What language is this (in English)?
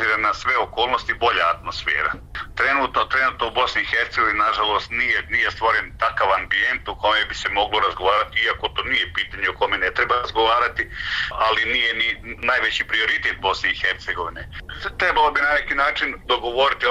Bosnian